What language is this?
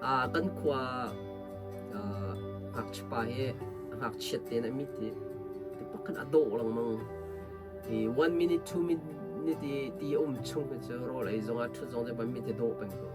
Hakha Chin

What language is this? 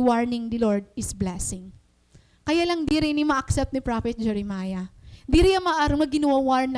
Waray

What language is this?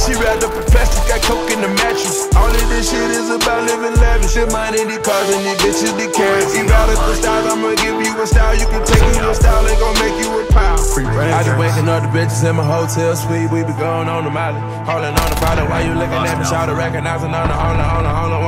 English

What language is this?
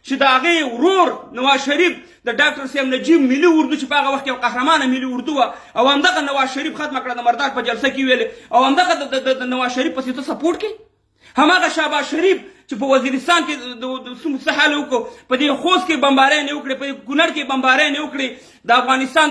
Pashto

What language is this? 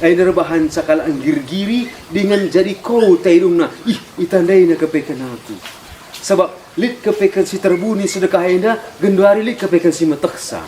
Batak Karo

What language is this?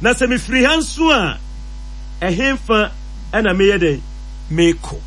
Akan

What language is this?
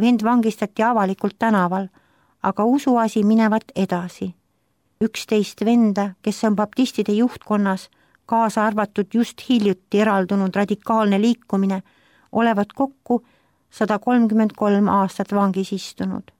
Estonian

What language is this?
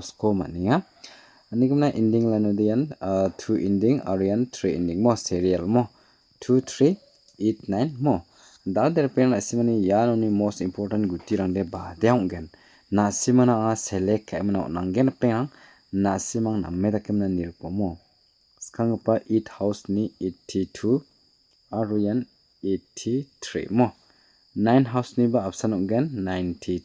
Garo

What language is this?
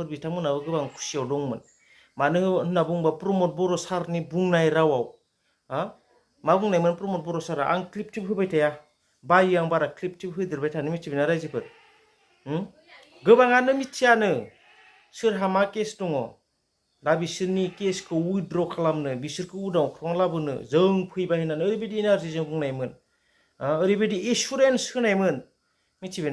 Bodo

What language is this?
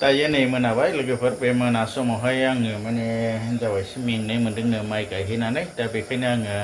Bodo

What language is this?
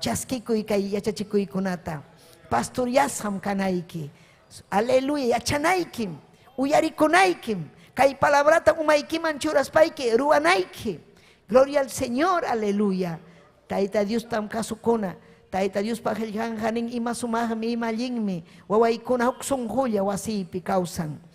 Ayacucho Quechua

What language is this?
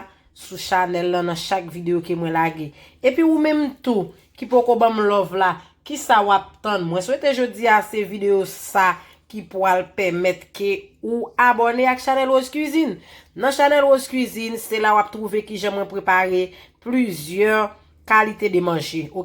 Haitian Creole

